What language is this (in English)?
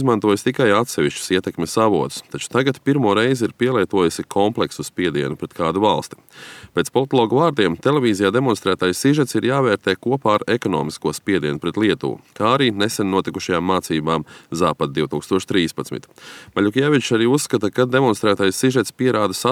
Latvian